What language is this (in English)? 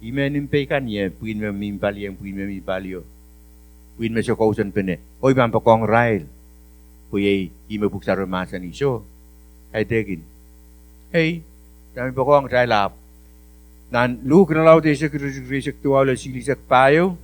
Pohnpeian